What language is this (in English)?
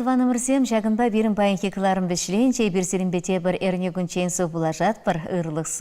Chuvash